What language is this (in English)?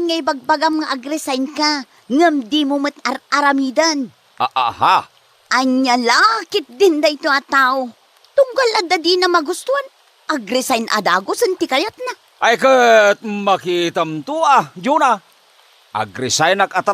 Iloko